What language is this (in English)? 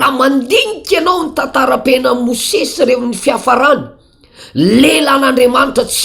Malagasy